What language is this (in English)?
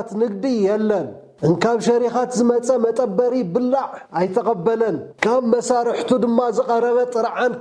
Tigrinya